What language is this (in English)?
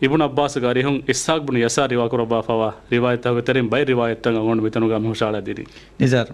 Divehi